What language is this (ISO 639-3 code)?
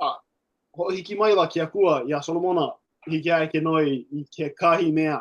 haw